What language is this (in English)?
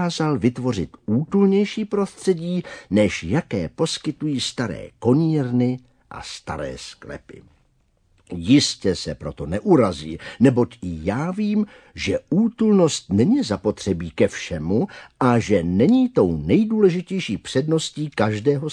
Czech